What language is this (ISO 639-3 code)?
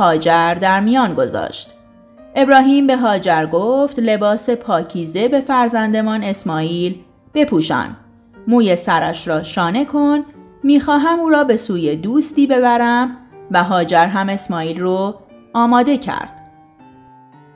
fas